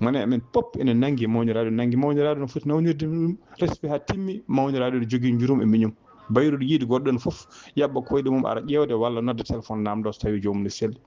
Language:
Fula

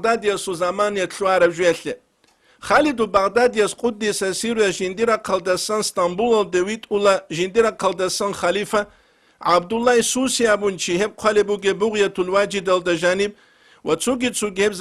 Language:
Avaric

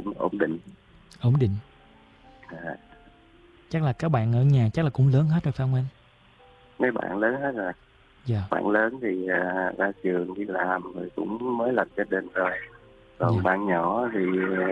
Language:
Vietnamese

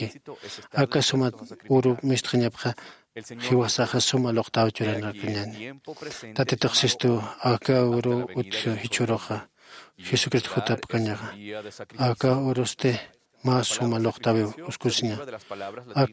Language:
Aymara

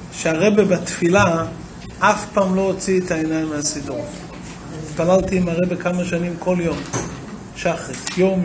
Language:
Hebrew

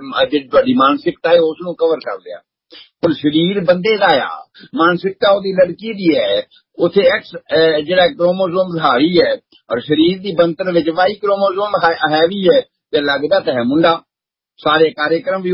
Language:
Punjabi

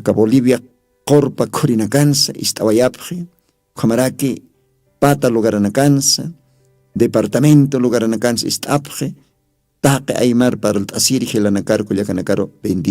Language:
Aymara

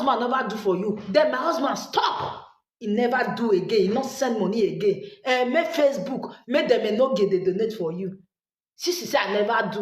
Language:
Nigerian Pidgin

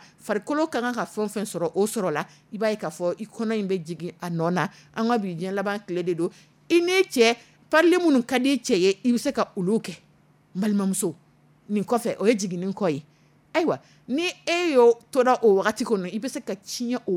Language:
Dyula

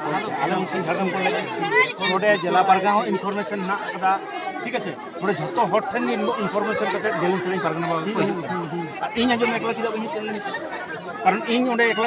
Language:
Santali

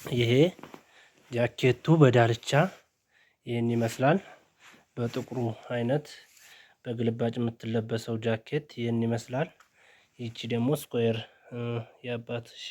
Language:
Amharic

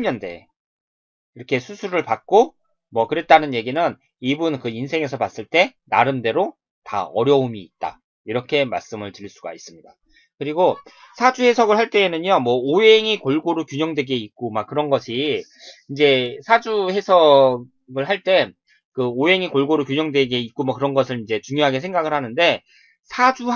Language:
Korean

